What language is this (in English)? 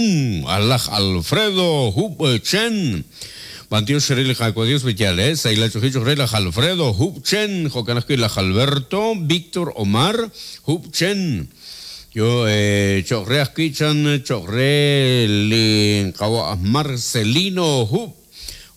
Kekchí